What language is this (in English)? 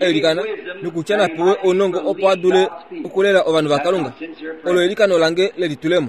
Kuanyama